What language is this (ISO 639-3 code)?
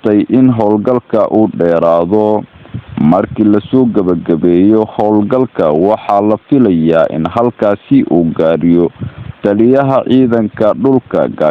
som